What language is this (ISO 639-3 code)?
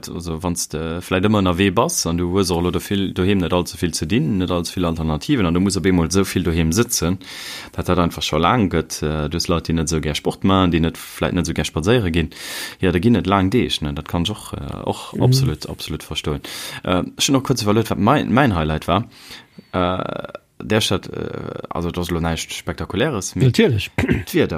ltz